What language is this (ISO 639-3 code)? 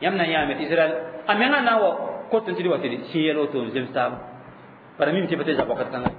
mos